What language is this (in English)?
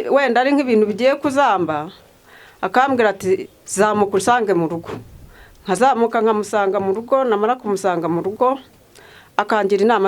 Kinyarwanda